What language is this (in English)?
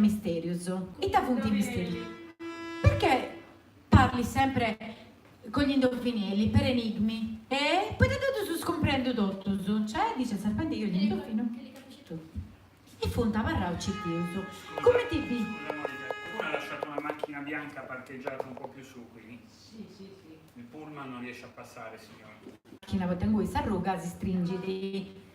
Sardinian